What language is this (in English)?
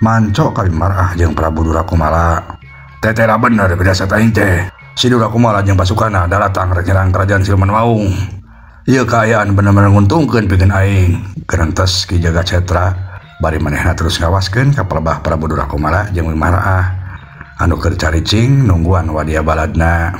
Sundanese